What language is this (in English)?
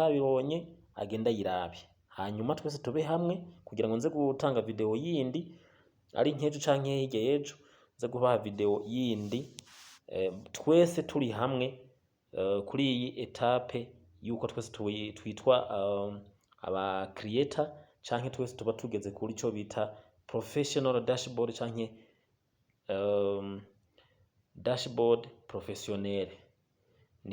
Rundi